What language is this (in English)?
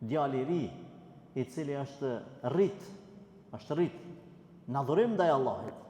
Albanian